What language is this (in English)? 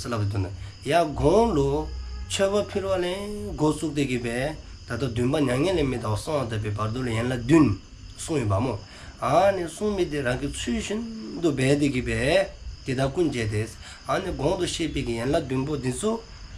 Dzongkha